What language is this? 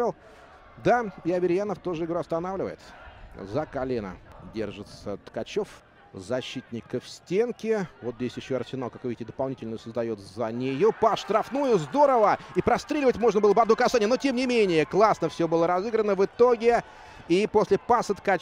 Russian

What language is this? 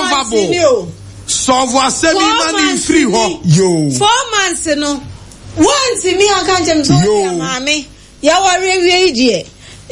Akan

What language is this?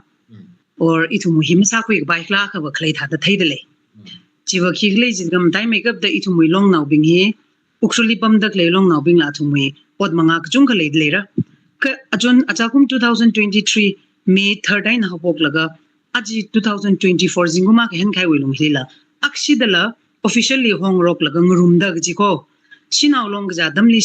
Tangkhul Naga (India)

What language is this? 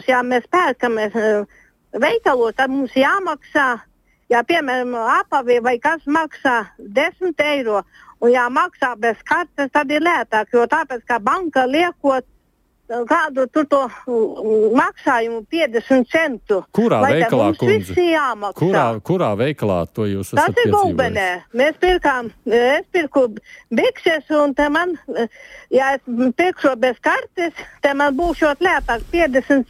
Latvian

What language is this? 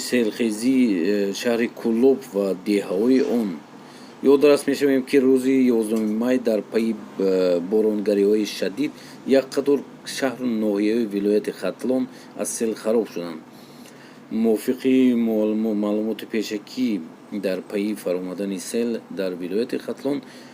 Tajik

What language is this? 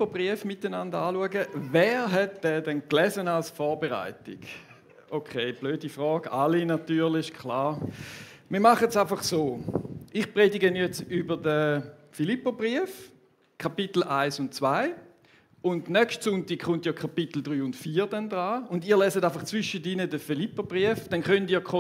Swiss German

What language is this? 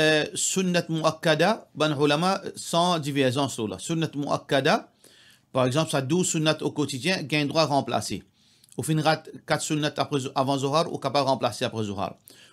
Morisyen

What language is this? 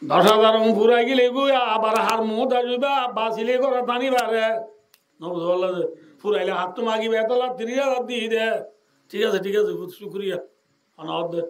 Rohingya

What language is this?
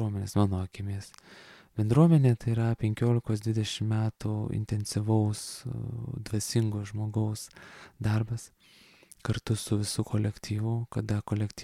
Lithuanian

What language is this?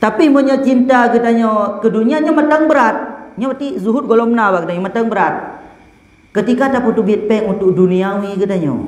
Achinese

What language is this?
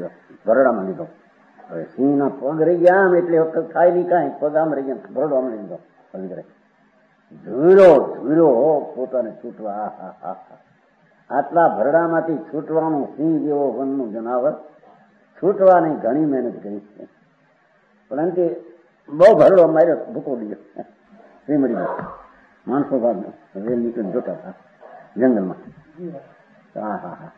Gujarati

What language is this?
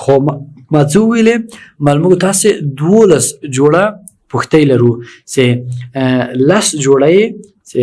Pashto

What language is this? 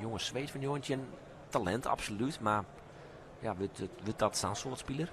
Western Frisian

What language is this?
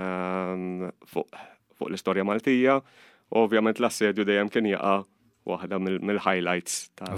Maltese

